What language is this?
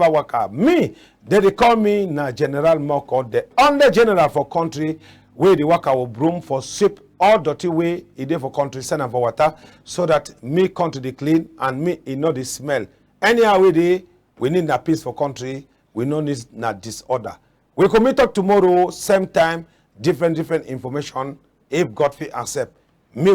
Cameroon Pidgin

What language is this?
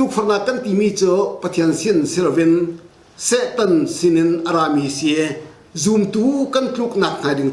Hakha Chin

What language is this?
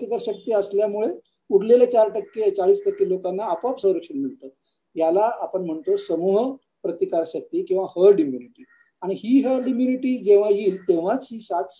Marathi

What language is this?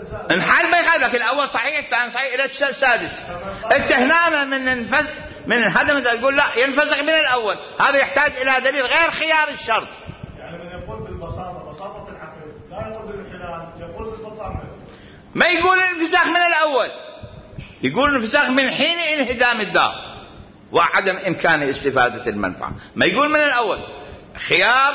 Mesopotamian Arabic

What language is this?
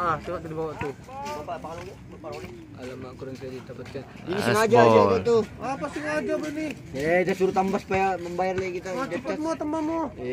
Malay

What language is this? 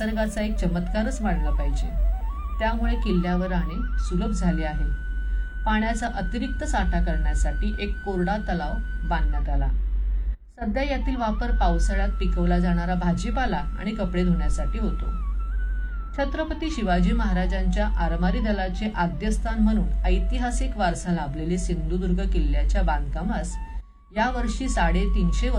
Marathi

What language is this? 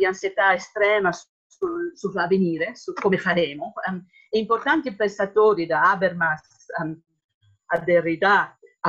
Italian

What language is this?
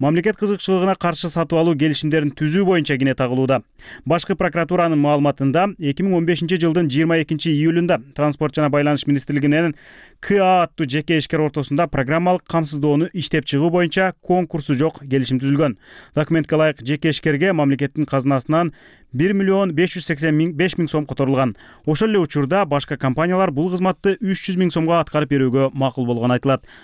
Kyrgyz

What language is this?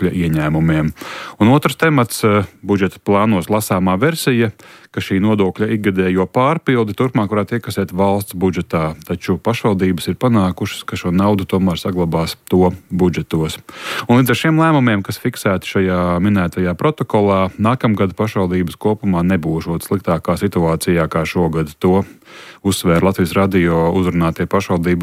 Latvian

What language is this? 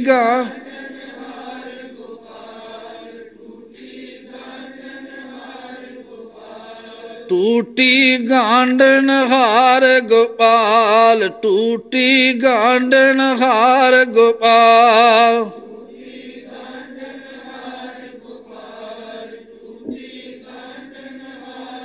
Punjabi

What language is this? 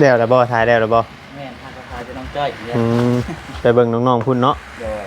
Northeastern Thai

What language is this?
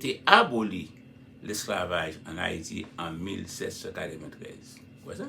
Haitian Creole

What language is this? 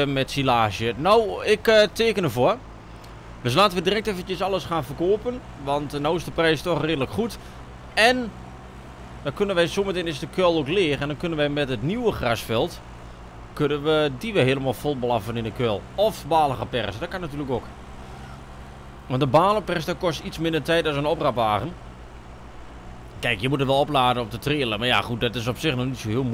Dutch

